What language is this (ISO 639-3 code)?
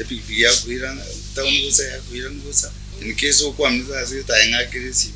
guz